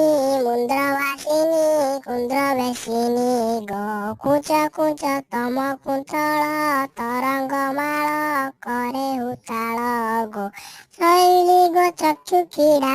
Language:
Odia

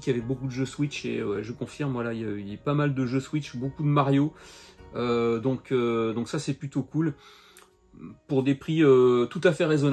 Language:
French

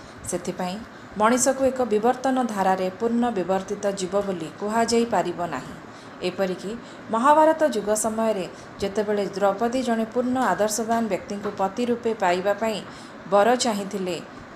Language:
Odia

